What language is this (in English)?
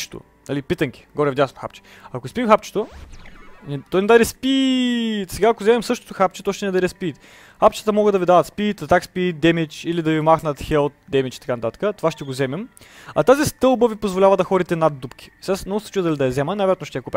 Bulgarian